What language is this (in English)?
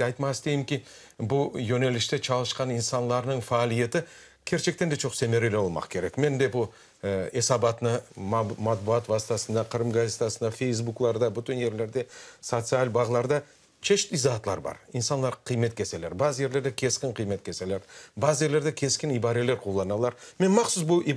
Crimean Tatar